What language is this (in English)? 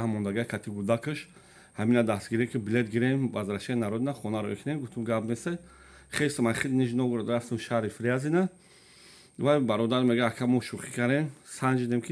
Tajik